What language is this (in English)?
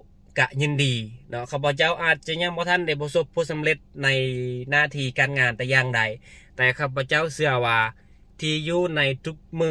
Lao